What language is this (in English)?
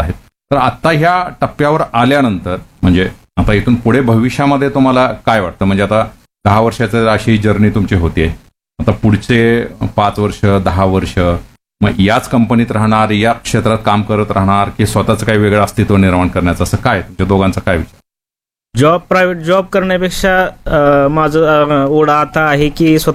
Marathi